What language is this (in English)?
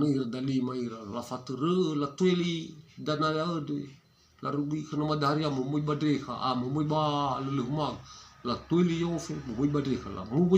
Nias